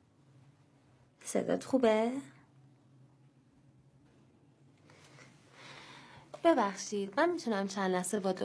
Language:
Persian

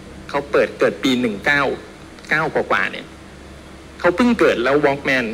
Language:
Thai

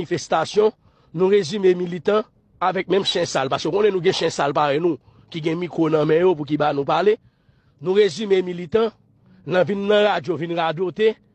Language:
Haitian Creole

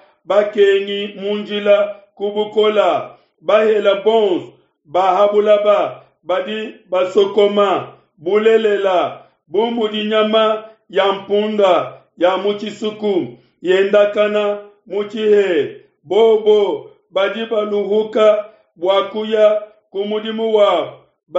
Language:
Luba-Lulua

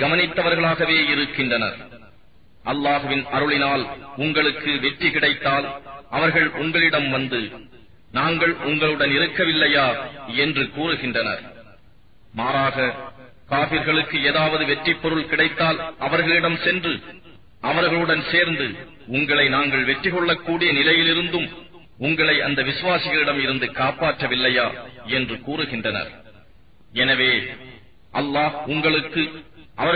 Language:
Tamil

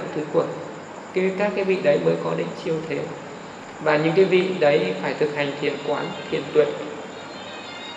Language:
Vietnamese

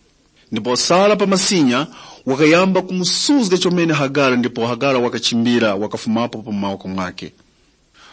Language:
Tumbuka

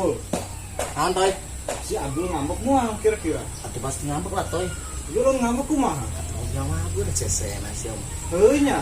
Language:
Sundanese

